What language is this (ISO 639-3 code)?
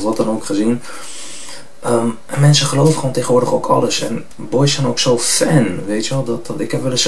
nld